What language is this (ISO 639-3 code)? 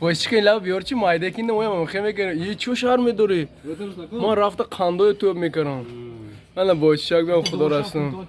tgk